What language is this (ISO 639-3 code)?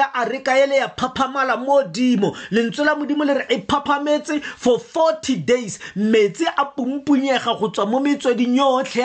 tsn